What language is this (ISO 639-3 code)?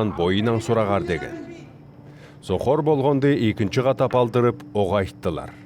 alt